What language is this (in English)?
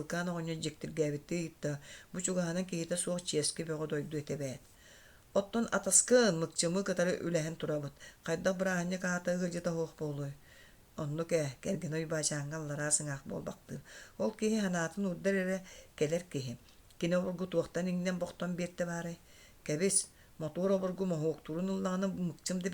Yakut